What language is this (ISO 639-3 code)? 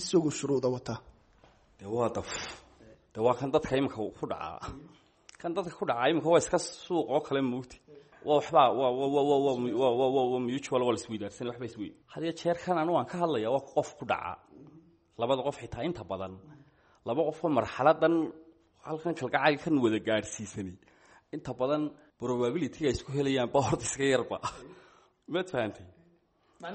som